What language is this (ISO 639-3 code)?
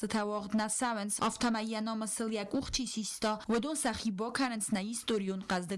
oss